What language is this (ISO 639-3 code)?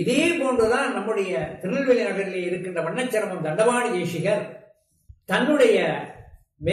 tam